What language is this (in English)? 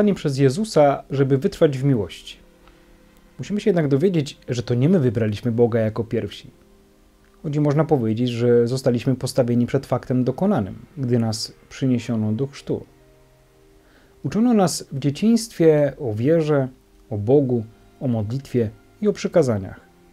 Polish